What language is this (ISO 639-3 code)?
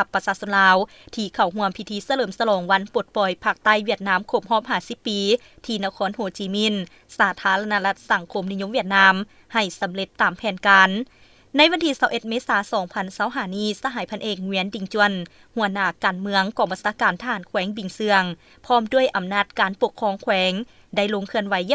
lao